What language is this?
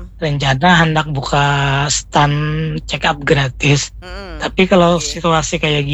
Banjar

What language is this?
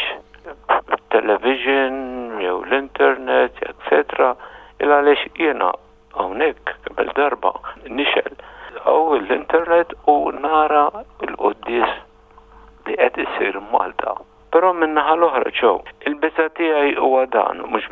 Maltese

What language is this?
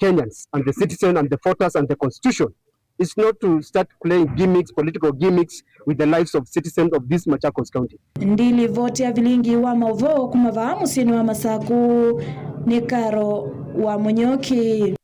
Kamba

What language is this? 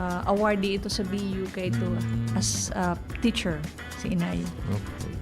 Bikol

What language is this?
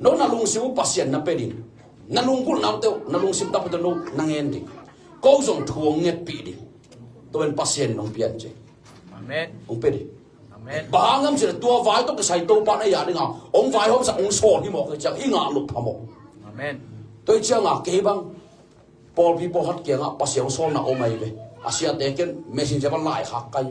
Tedim Chin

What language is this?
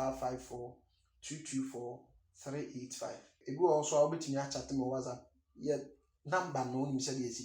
Akan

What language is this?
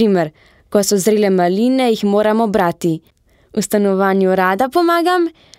Slovenian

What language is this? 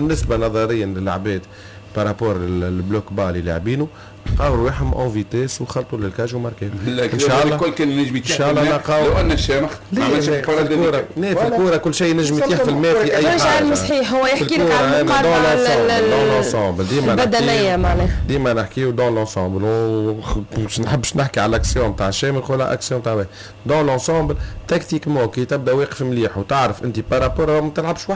Tunisian Arabic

